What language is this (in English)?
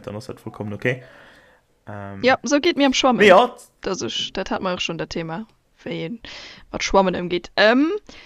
Luxembourgish